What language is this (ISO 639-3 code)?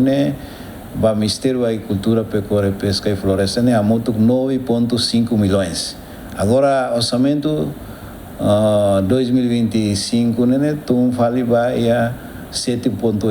tet